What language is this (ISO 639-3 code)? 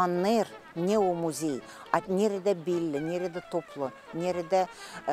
gag